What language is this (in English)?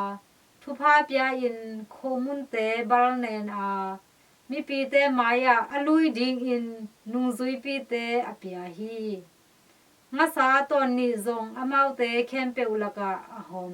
Tedim Chin